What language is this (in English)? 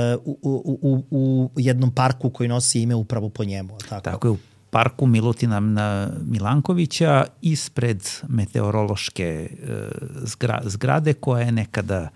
Serbian